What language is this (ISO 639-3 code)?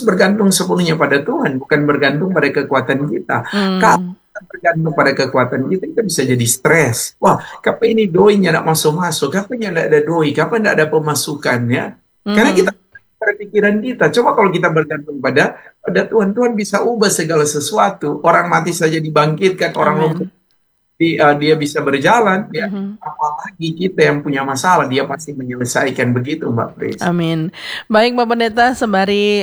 ind